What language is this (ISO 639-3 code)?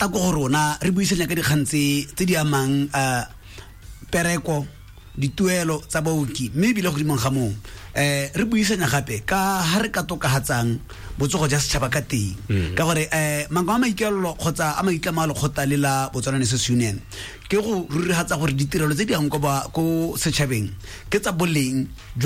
tsn